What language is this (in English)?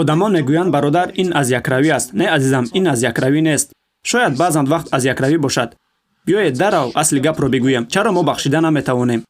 Tajik